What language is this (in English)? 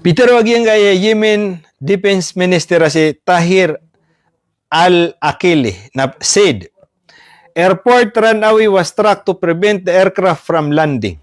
Maranao